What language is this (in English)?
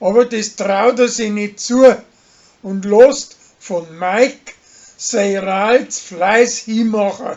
Bavarian